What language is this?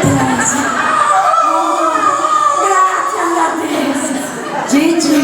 Sardinian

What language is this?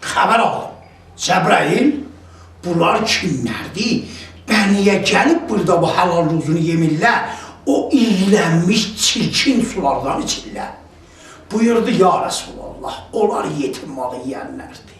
South Azerbaijani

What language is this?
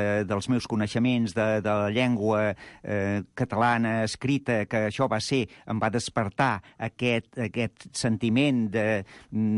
Catalan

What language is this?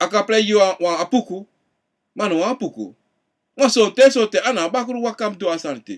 Sranan Tongo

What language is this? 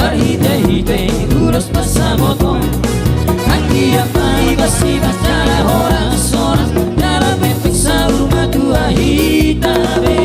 Batak Toba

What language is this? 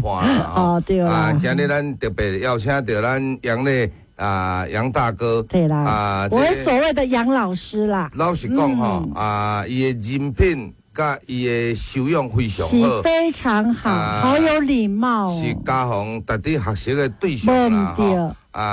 Min Nan Chinese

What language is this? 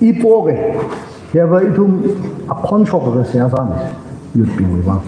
Tangkhul Naga (India)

